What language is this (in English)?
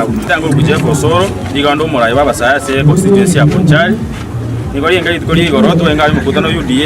Gusii